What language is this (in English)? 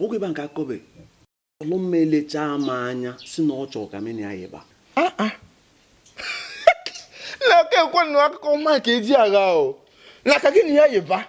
Igbo